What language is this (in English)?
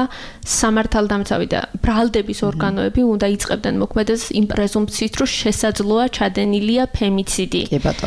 Georgian